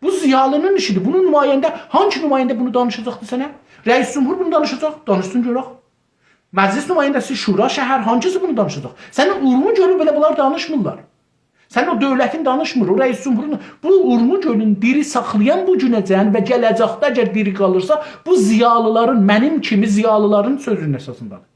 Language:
South Azerbaijani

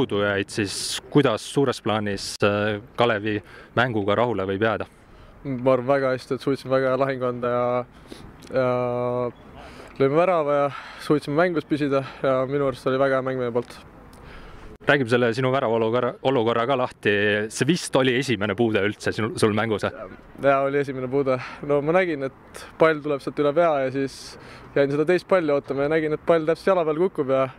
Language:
Estonian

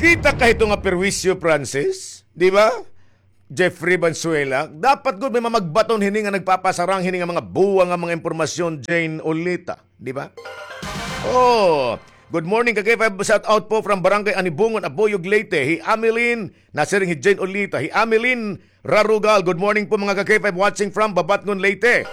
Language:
Waray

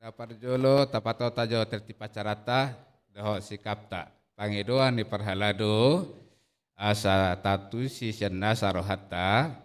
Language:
Batak Toba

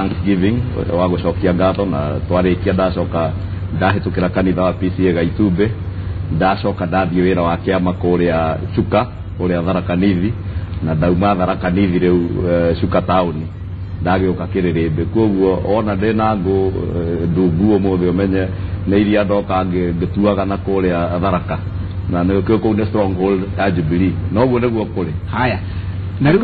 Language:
Kikuyu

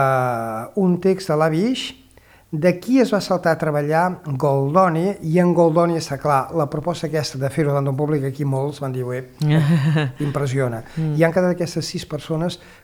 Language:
Catalan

